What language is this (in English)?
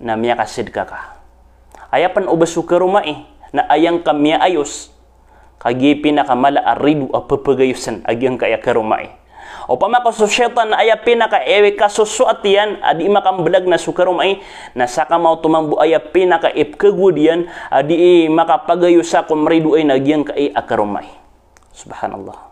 Maranao